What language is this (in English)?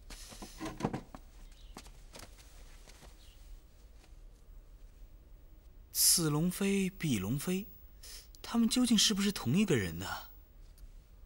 Chinese